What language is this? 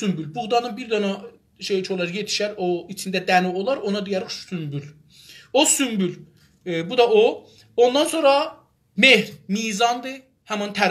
South Azerbaijani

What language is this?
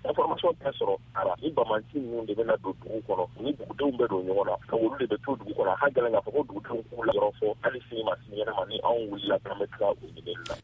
Bambara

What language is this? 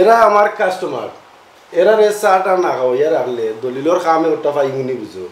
Sylheti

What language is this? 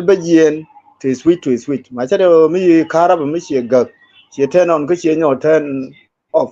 Nuer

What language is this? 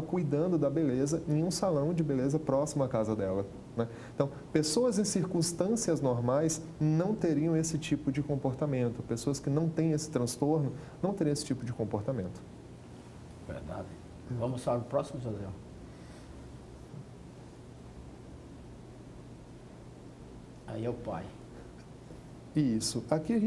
Portuguese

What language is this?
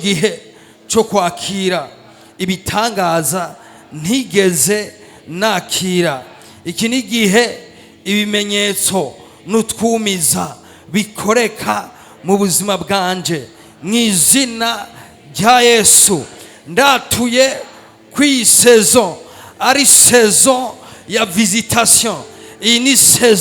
Rundi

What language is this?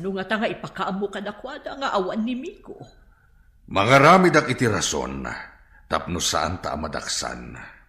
Iloko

